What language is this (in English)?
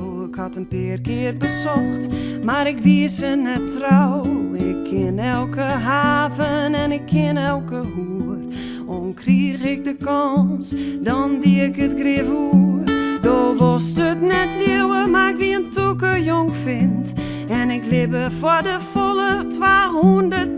Western Frisian